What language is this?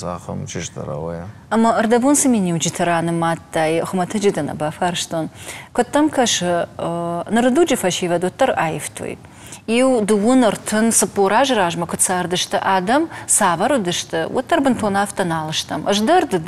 Ossetic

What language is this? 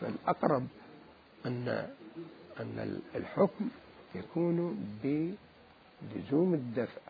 Mesopotamian Arabic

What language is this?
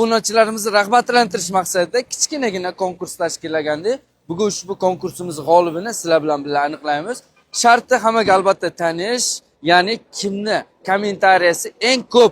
Uzbek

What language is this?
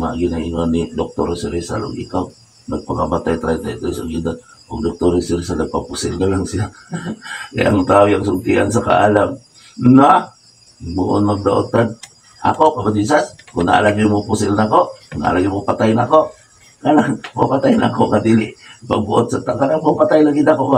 Cebuano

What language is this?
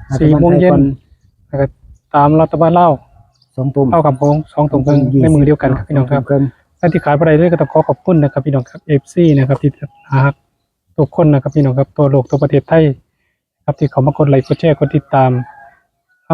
Northeastern Thai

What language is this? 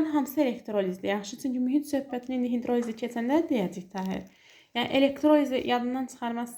Azerbaijani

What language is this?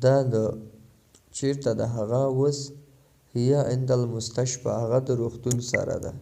Pashto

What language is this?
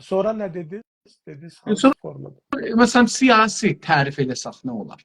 South Azerbaijani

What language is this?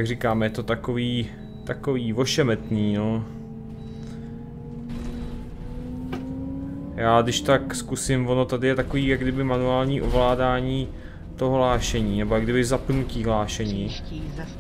Czech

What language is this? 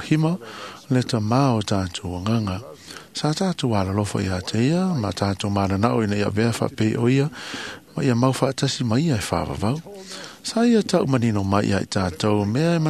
Samoan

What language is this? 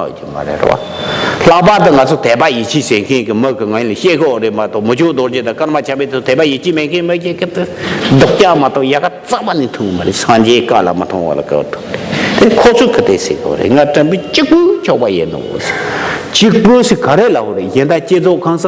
Tibetan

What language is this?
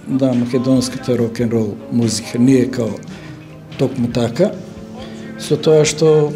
Macedonian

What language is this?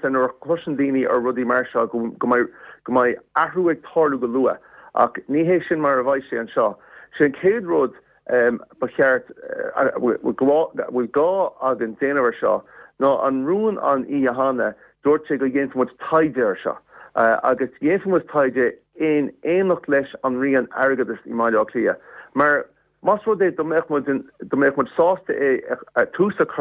Irish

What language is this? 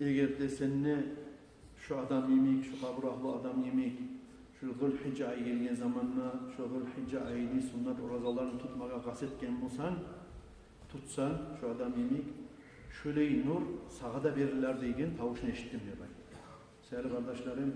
Kumyk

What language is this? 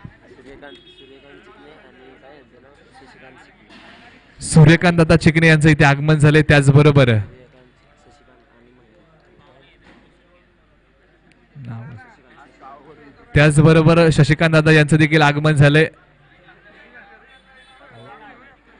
Marathi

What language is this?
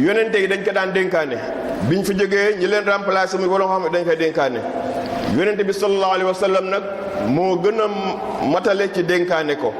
Wolof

